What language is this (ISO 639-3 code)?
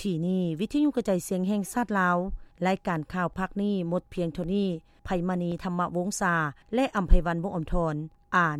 lao